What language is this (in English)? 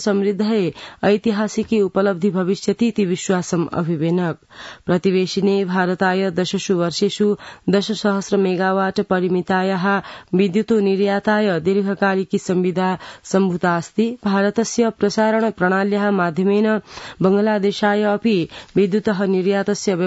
Sanskrit